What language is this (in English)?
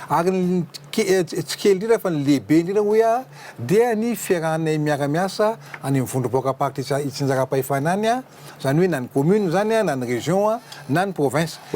Malagasy